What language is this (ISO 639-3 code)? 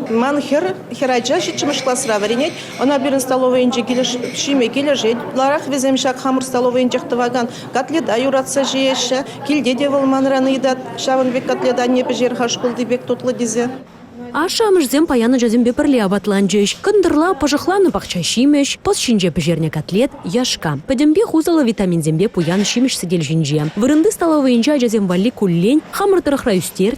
chv